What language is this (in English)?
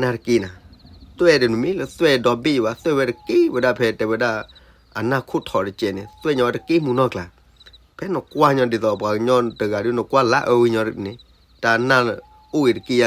S'gaw Karen